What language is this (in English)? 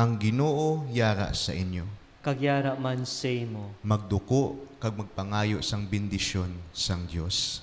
Hiligaynon